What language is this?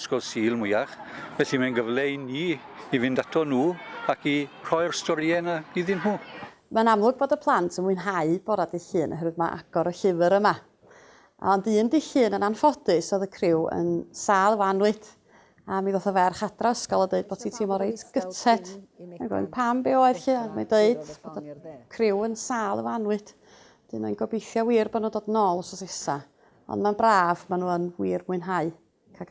Welsh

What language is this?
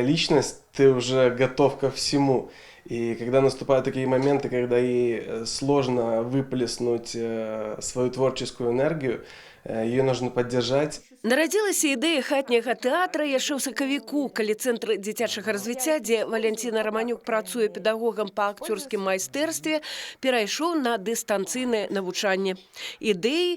Belarusian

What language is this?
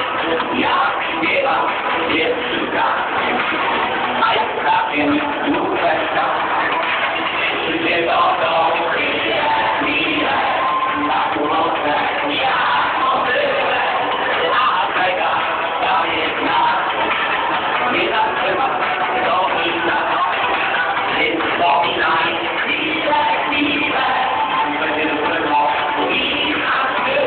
Polish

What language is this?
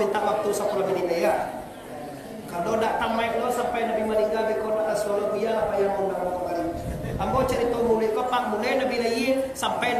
Minangkabau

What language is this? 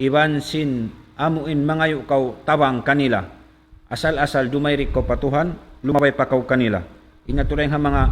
Tausug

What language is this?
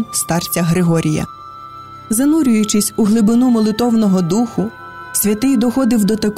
Ukrainian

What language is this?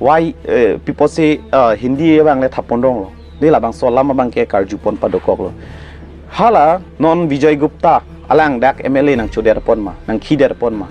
Karbi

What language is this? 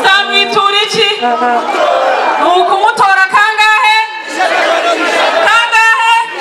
Kinyarwanda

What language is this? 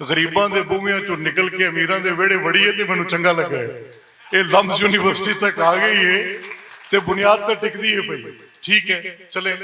Western Panjabi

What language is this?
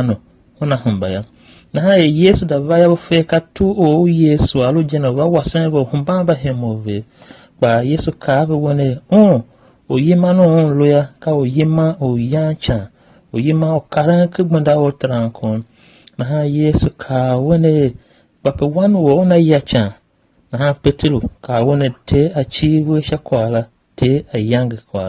Tiv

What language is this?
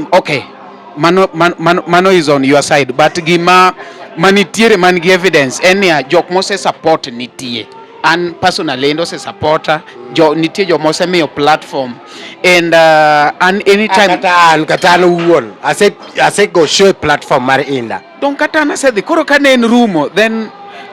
Luo (Kenya and Tanzania)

